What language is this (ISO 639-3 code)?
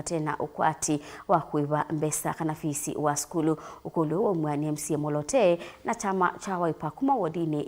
kam